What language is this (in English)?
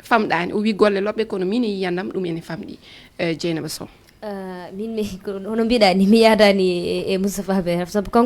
Fula